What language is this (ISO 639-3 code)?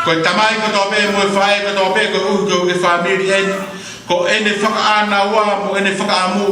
ton